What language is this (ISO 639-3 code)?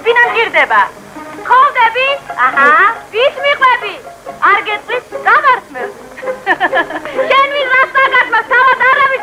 kat